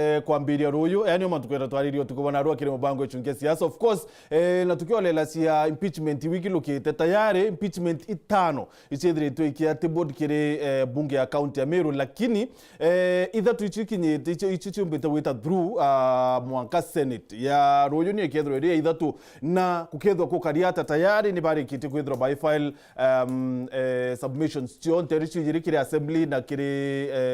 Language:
Meru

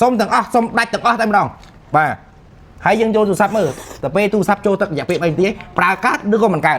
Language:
Khmer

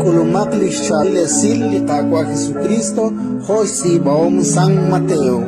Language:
Kekchí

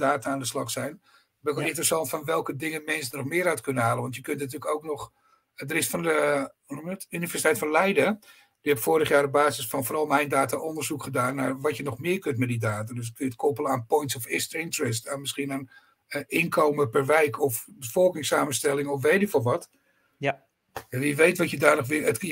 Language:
Dutch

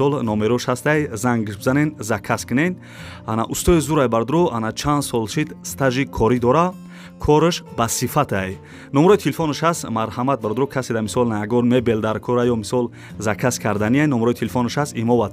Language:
Tajik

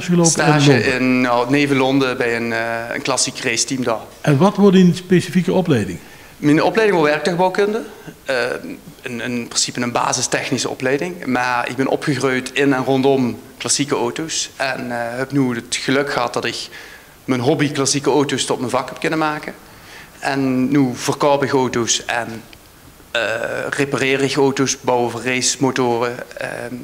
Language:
Limburgish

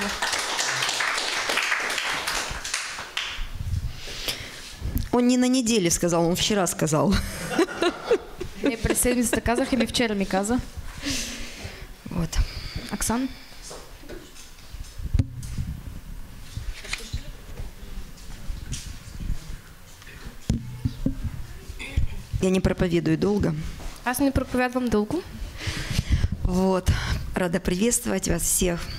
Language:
Russian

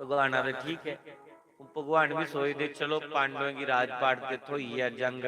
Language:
Dogri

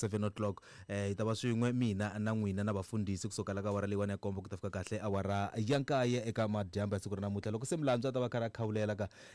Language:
Tsonga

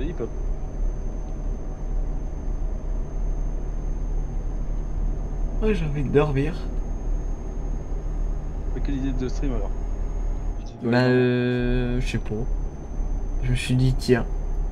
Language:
French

